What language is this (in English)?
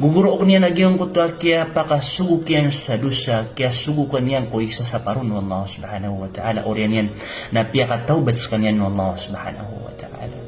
Maranao